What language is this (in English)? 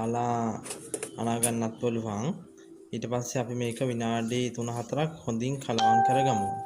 Sinhala